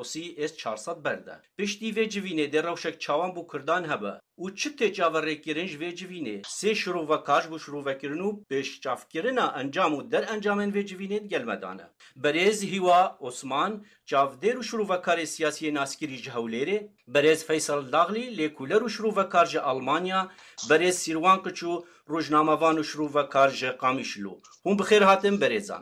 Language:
Kurdish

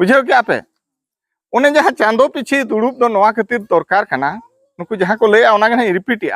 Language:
Santali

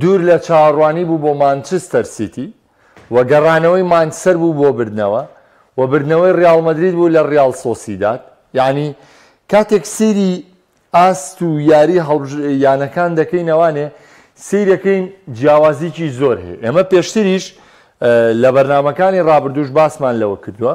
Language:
Central Kurdish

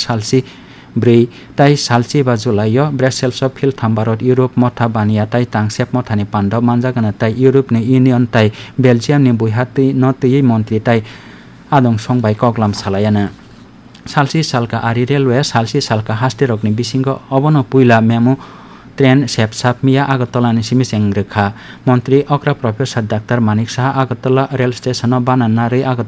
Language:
Kok Borok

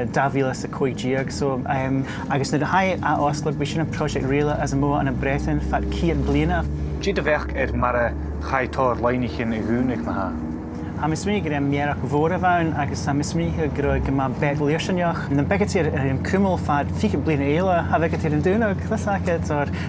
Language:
Scottish Gaelic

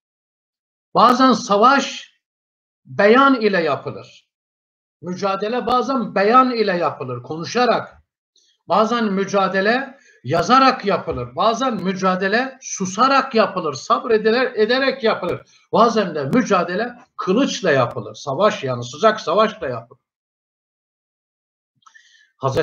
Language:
Turkish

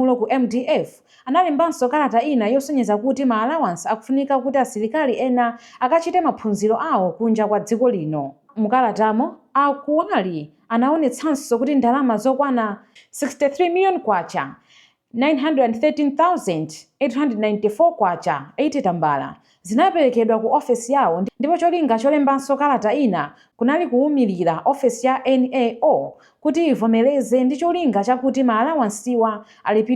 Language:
Nyanja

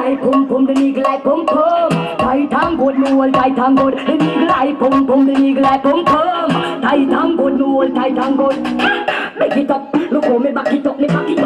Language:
Jamaican Creole English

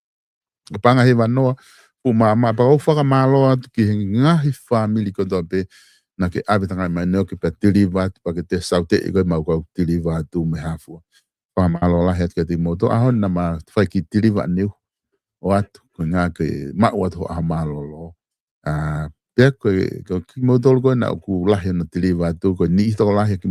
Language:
Tongan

